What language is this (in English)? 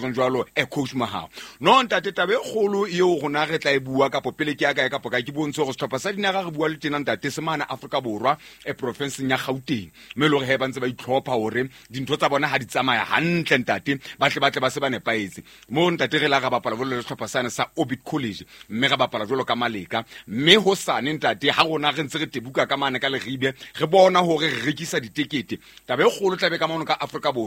Southern Sotho